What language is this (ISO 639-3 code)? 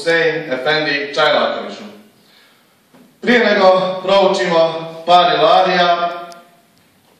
bos